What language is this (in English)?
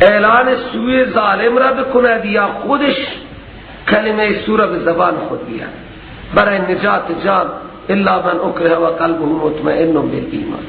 Persian